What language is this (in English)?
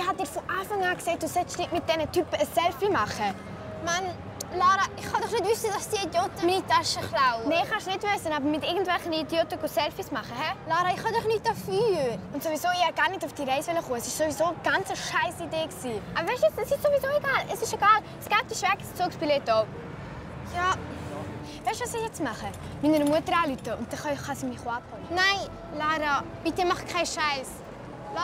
Swiss German